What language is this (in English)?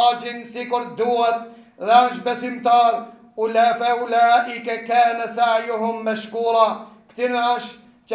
Albanian